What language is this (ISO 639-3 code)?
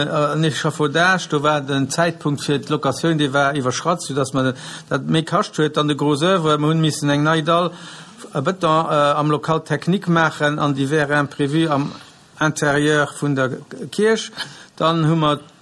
ltz